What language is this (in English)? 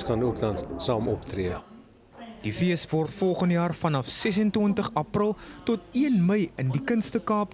Afrikaans